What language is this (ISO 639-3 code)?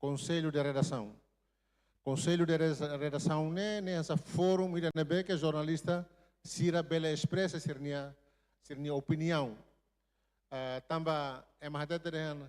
tet